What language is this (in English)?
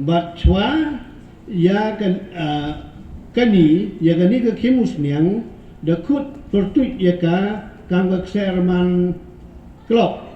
Pnar